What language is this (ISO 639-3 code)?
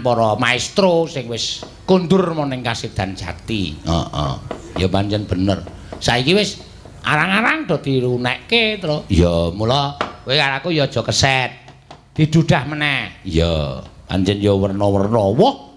jav